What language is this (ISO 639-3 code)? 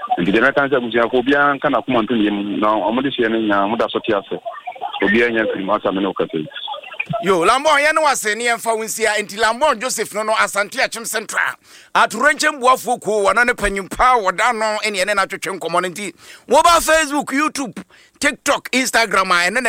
aka